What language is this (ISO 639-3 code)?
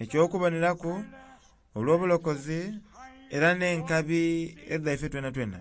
xog